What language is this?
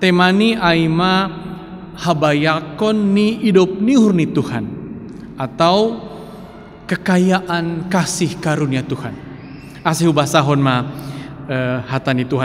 Batak Simalungun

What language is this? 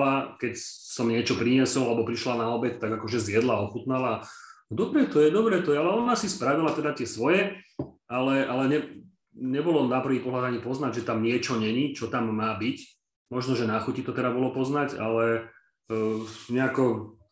Slovak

